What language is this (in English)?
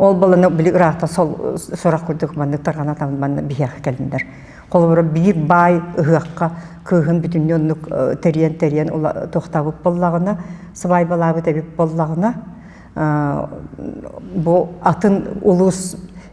Yakut